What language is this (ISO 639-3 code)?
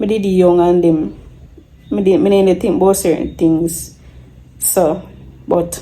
jam